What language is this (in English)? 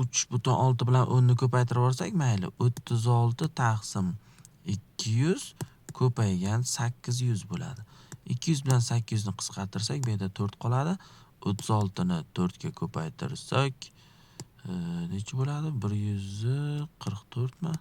Uzbek